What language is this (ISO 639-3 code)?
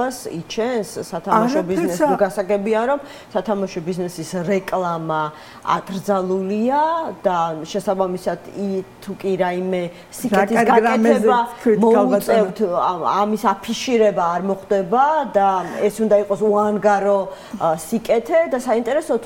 kat